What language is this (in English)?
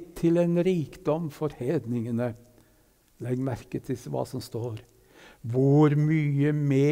Norwegian